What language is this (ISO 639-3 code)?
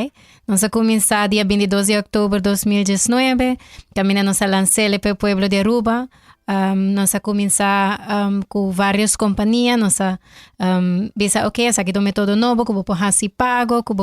pap